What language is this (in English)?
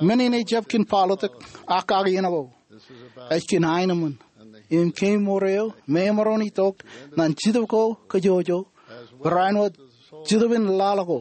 Marshallese